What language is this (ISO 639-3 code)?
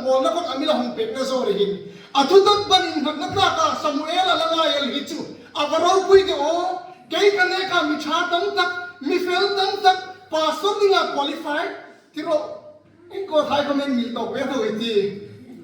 hmr